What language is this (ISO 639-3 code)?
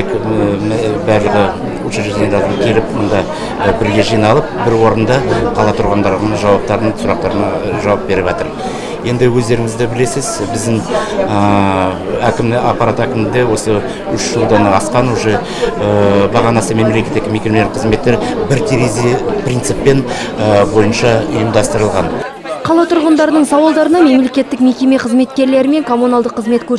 kaz